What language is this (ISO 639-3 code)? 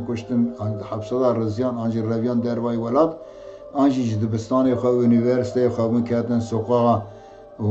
kur